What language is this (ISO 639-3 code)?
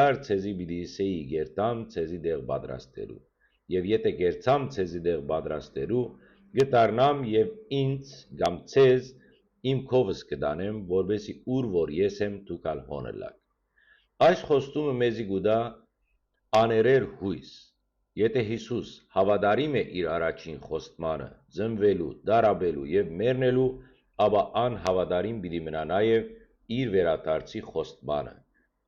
hyw